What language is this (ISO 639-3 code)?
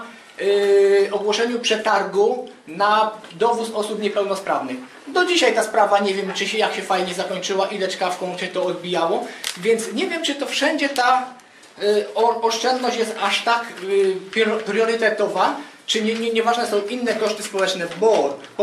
pol